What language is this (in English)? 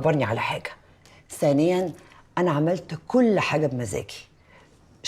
Egyptian Arabic